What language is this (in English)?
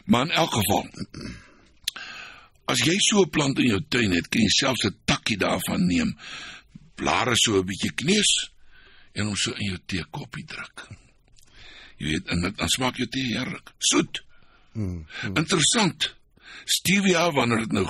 Afrikaans